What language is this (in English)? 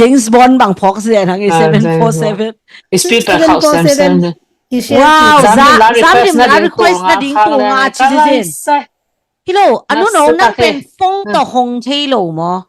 Tedim Chin